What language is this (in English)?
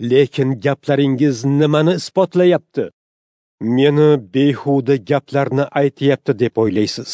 Uzbek